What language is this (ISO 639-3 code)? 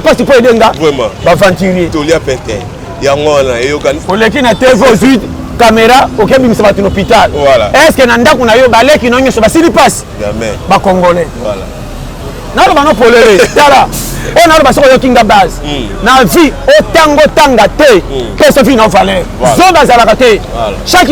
lin